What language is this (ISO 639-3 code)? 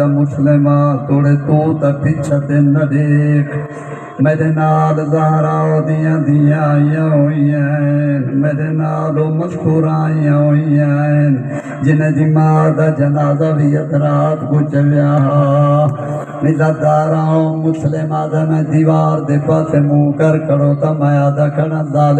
skr